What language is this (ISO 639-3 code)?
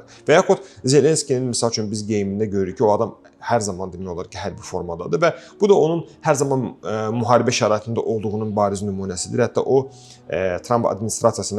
aze